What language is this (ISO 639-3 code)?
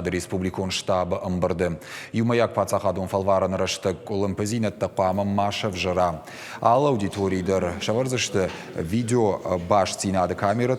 oss